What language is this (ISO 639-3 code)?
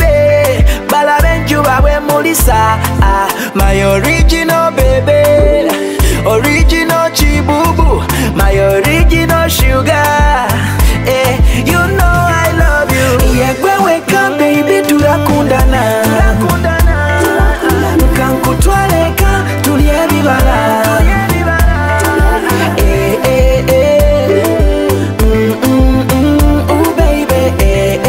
lug